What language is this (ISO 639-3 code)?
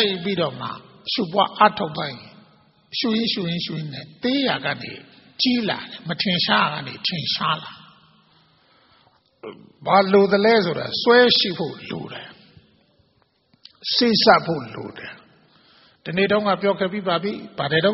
mya